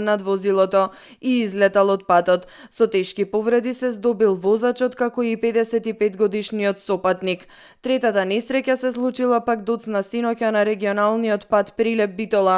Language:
Macedonian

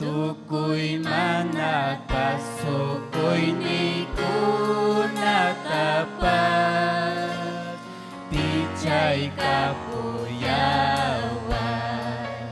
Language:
Ayacucho Quechua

